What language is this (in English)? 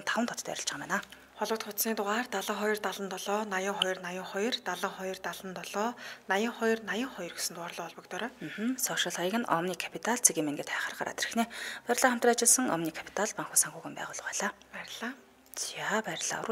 Mongolian